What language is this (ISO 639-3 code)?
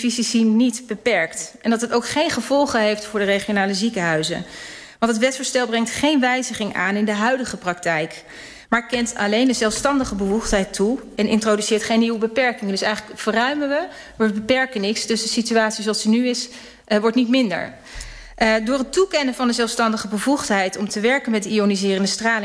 nld